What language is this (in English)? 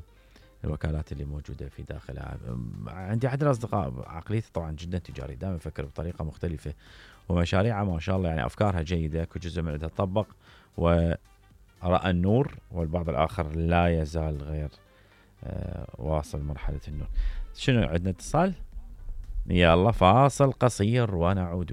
Mesopotamian Arabic